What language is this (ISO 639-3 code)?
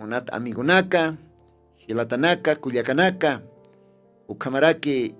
aym